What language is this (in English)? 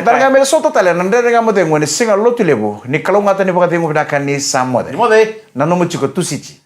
Fijian